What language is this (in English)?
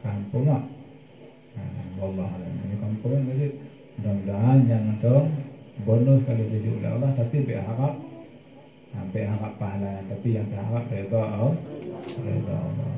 Achinese